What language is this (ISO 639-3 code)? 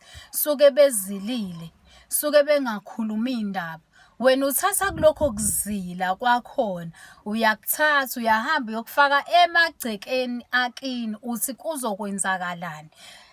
zul